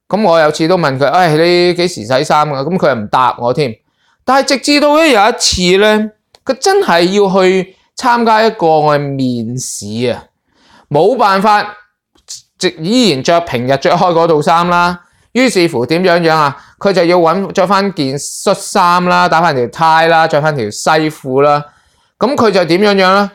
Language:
Cantonese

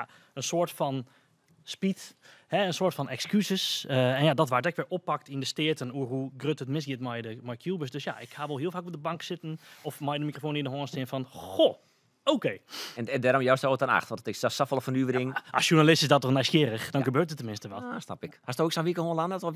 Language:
Western Frisian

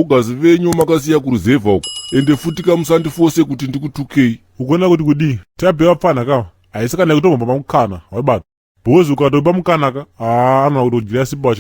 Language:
Shona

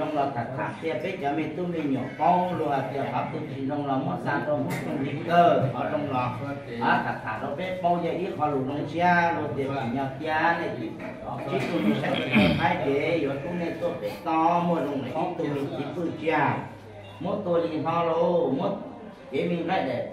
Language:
Hmong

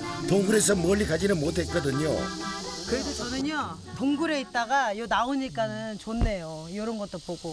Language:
Korean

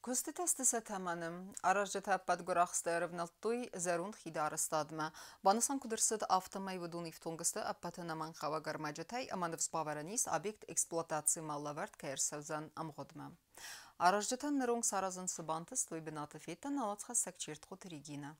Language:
Ossetic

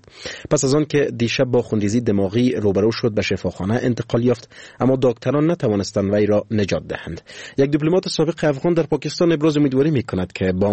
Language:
Persian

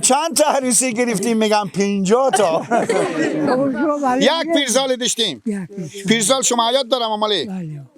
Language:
Persian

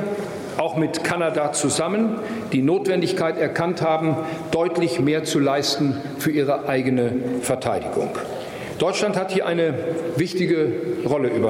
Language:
German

